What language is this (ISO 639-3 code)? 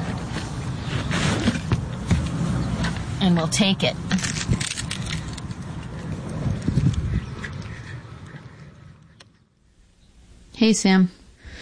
eng